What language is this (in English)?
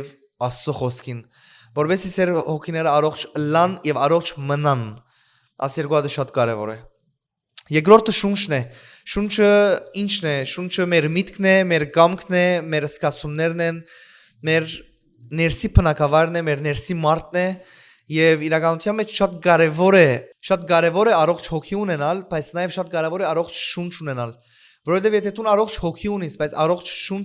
Western Armenian